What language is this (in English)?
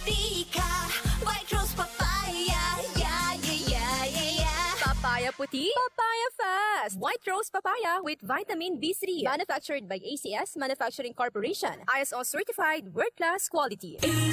Bikol